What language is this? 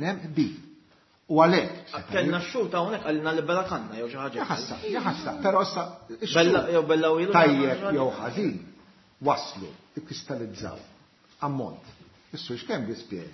Maltese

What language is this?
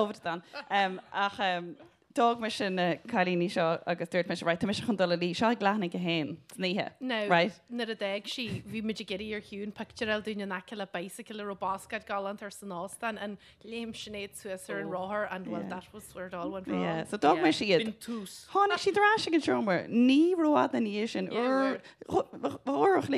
Irish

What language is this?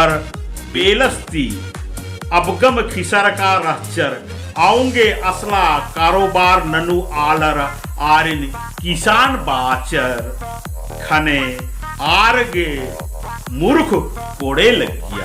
Kurukh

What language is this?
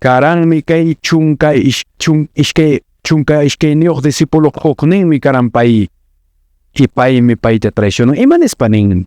Quechua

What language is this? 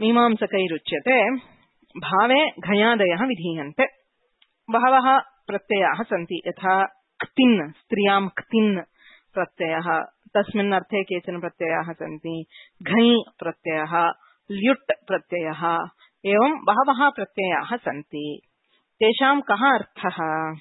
Sanskrit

